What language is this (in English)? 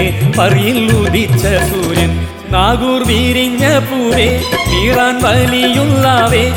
Malayalam